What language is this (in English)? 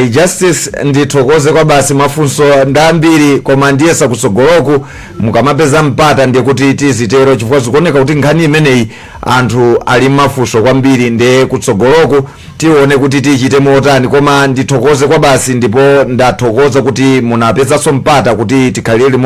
Nyanja